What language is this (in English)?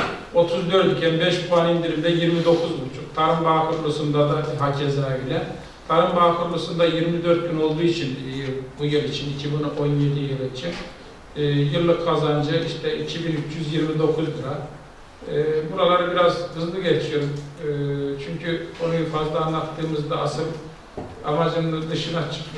Turkish